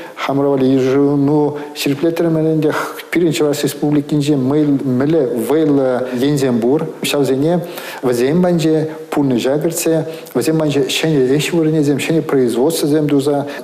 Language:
Chuvash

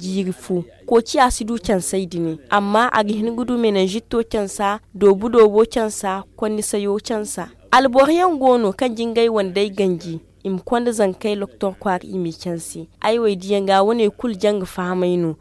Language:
Zarma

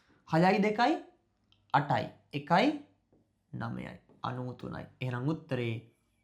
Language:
Sinhala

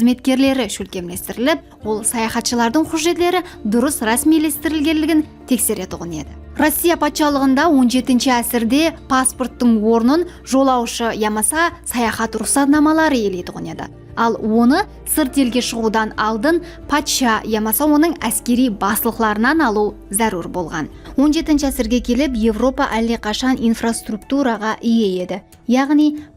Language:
Kara-Kalpak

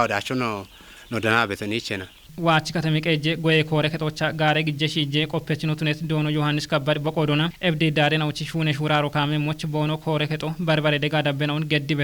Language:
Kafa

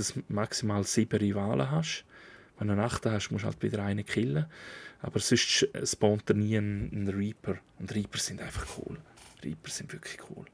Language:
Swiss German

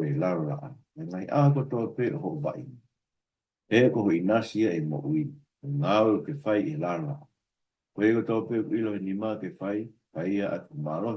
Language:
Tongan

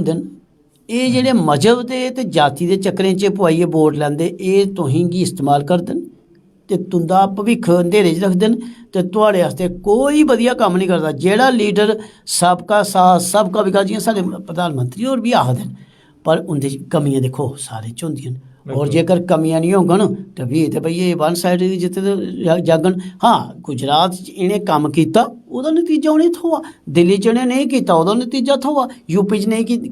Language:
Dogri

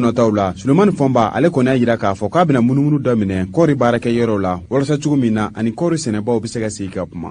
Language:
Bambara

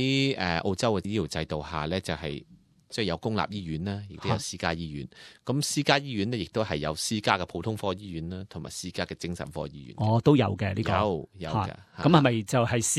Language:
Cantonese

